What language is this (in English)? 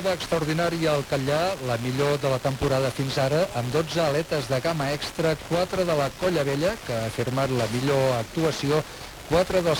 Catalan